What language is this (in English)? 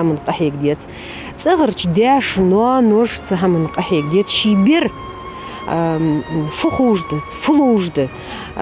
Ingush